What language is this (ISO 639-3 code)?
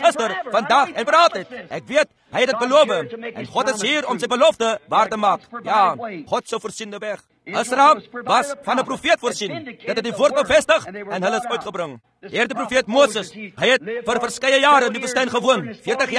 afr